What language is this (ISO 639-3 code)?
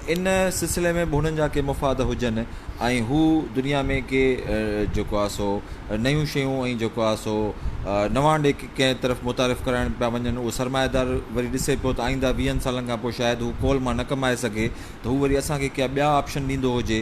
snd